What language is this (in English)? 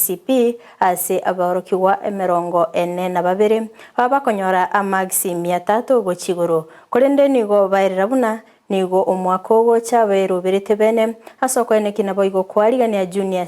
Gusii